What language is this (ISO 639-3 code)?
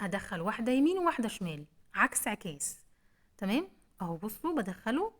arz